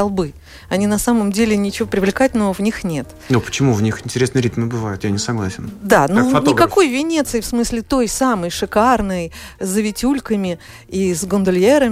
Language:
Russian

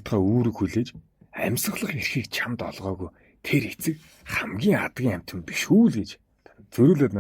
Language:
Mongolian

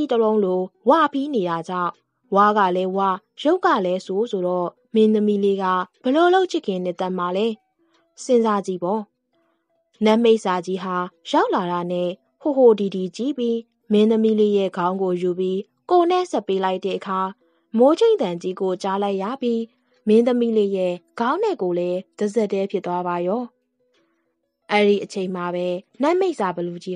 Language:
Burmese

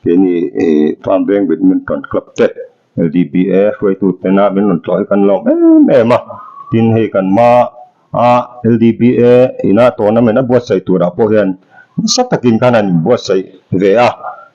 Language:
Mizo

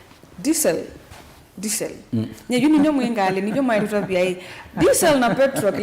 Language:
Kamba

